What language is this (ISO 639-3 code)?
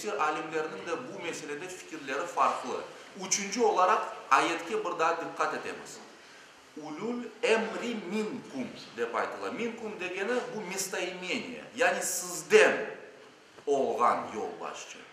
crh